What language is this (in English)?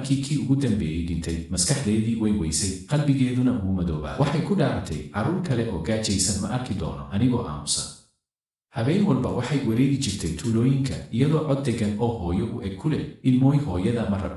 Somali